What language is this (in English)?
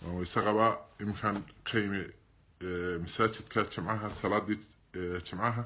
Somali